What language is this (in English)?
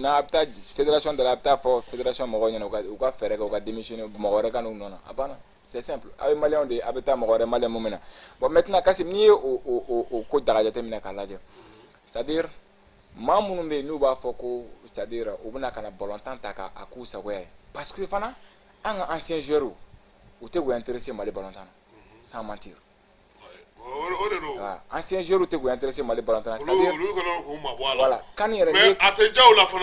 Bambara